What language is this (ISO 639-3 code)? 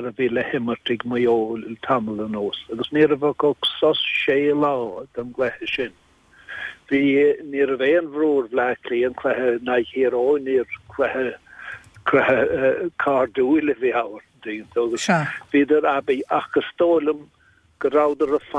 gle